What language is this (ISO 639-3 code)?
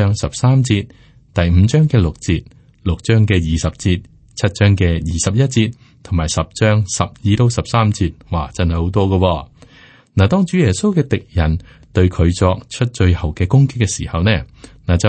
yue